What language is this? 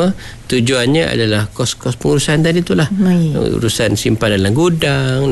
Malay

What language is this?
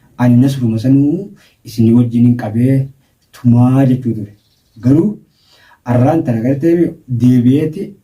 Oromo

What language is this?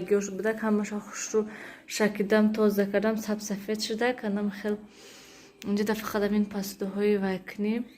Tajik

